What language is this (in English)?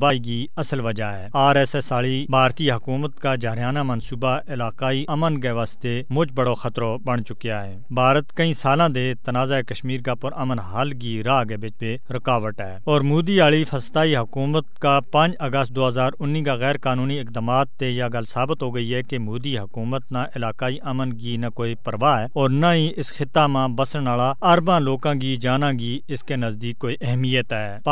Gujari